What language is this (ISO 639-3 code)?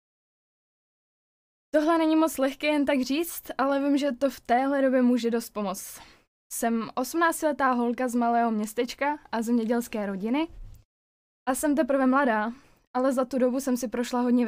ces